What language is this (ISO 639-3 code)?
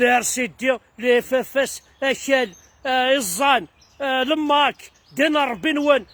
kab